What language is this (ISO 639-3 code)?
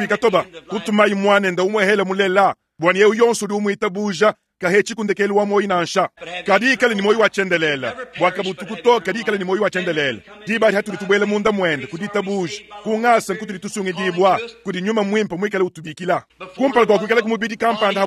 lua